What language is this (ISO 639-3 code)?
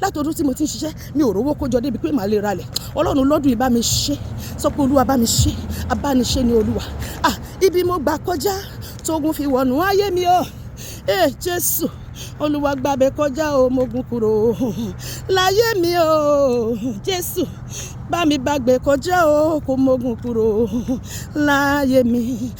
yor